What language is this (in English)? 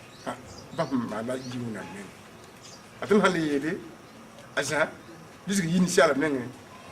Mossi